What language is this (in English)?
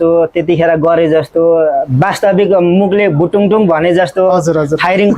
Nepali